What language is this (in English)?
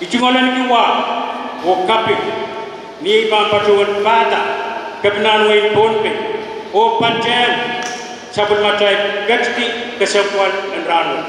Pohnpeian